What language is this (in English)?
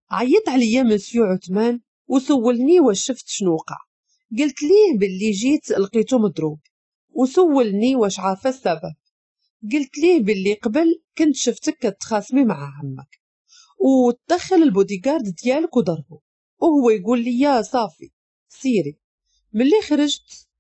Moroccan Arabic